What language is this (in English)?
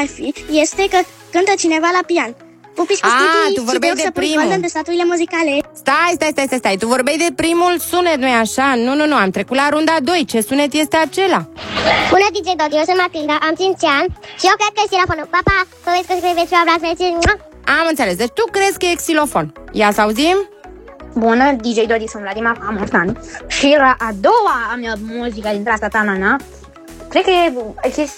Romanian